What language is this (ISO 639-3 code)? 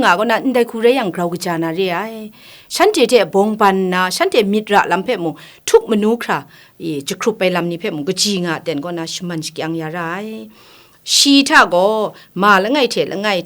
kac